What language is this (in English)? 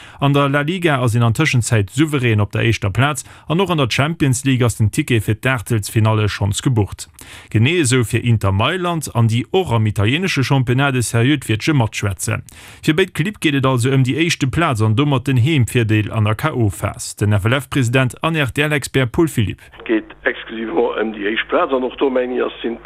Luxembourgish